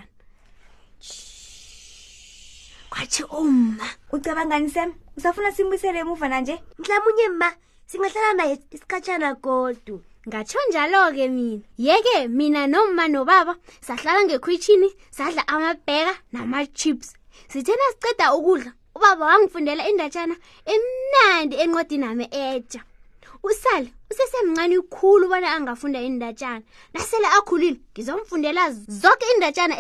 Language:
South Ndebele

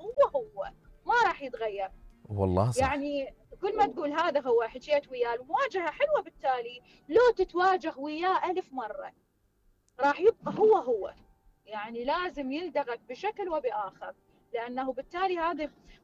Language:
Mesopotamian Arabic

